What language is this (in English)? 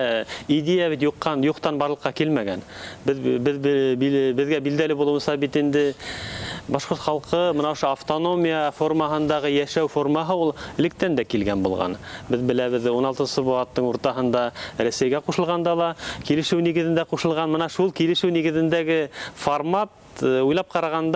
Bashkir